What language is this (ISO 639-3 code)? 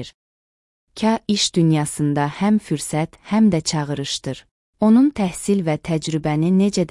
aze